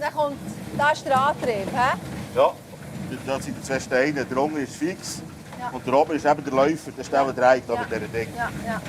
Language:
Swiss German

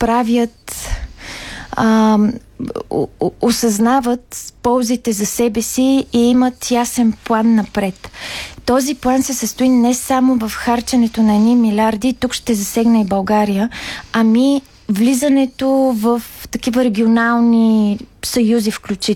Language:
Bulgarian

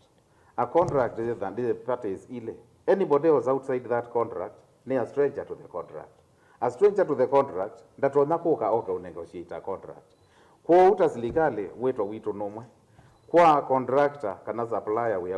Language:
Kamba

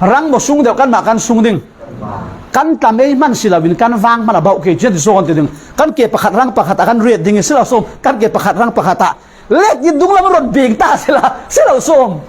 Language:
Falam Chin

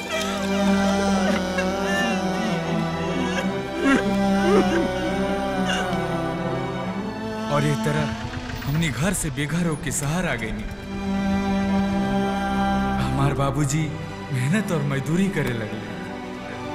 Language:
Bhojpuri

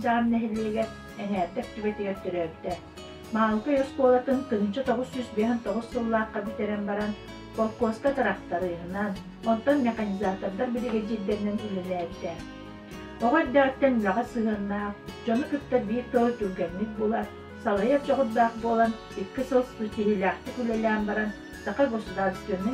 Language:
Yakut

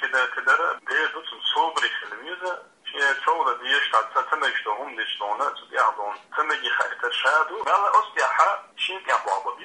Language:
Chechen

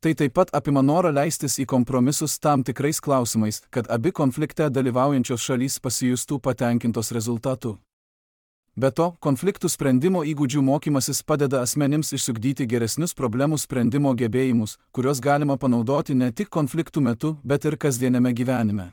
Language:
Lithuanian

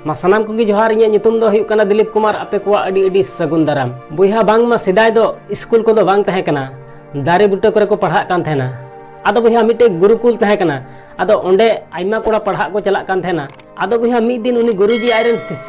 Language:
Santali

